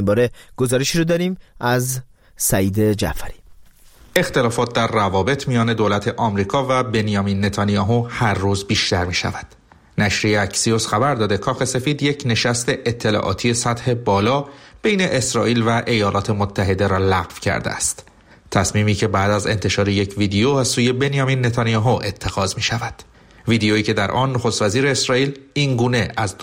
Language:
Persian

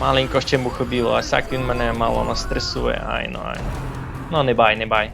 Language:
Rusyn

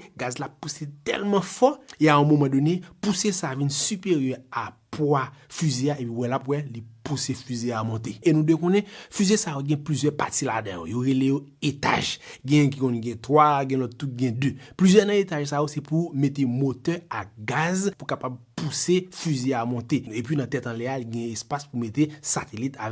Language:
Haitian Creole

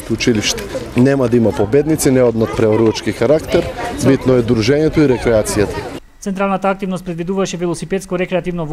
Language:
Macedonian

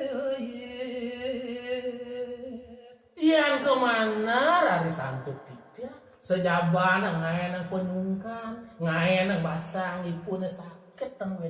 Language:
Balinese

